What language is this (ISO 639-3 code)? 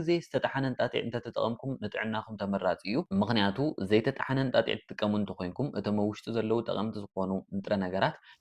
tir